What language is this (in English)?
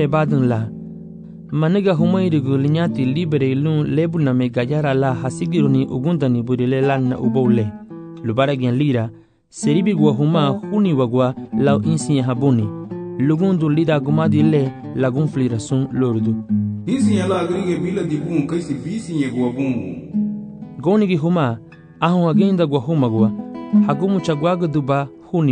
Garifuna